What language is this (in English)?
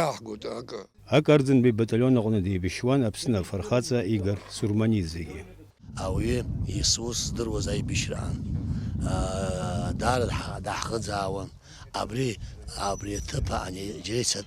Abkhazian